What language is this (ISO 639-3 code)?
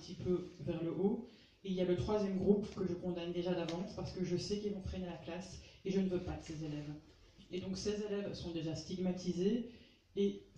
fra